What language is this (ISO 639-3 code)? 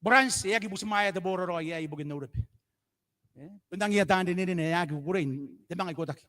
gil